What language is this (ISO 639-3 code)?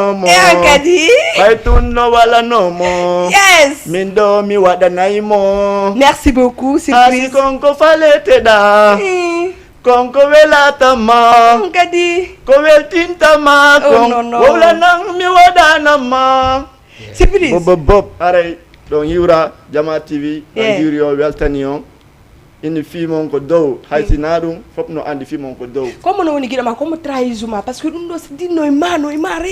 ful